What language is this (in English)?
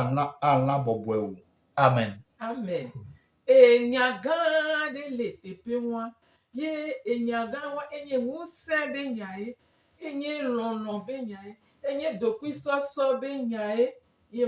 Gen